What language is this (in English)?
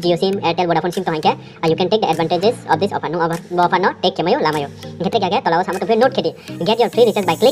Riang (India)